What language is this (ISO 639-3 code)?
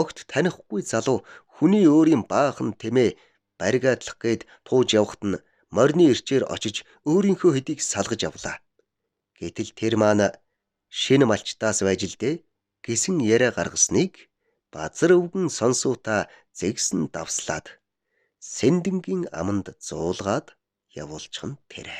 mon